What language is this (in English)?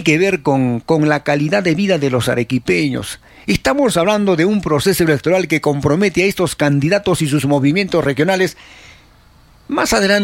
Spanish